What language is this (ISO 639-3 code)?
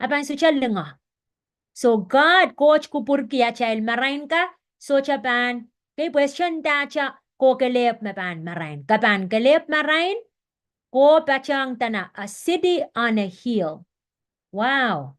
pon